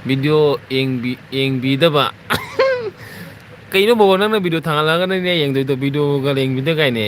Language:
Manipuri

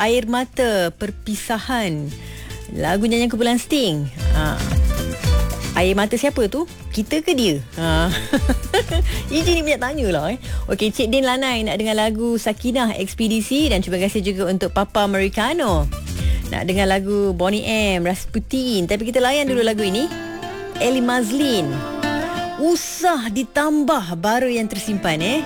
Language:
Malay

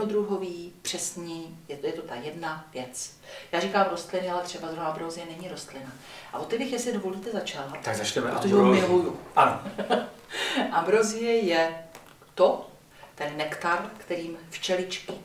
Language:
Czech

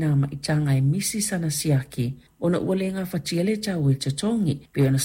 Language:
Samoan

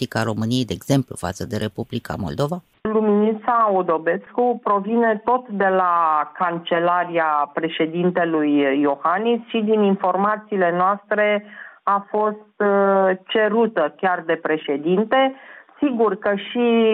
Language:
Romanian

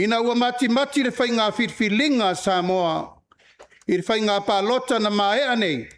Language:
Samoan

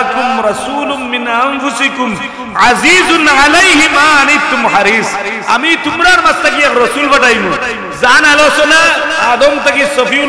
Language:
Sylheti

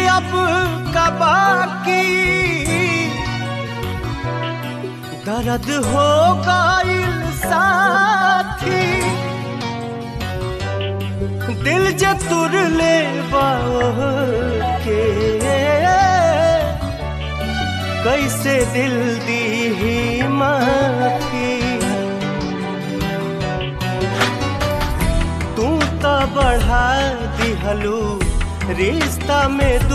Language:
Bhojpuri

